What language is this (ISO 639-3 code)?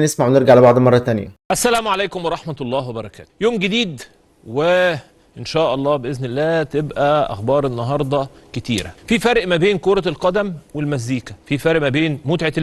arz